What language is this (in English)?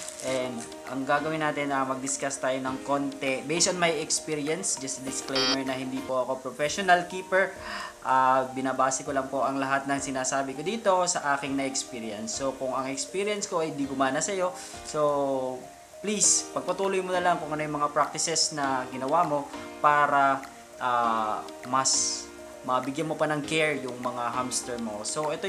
Filipino